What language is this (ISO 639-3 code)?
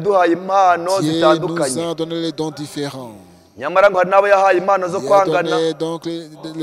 kin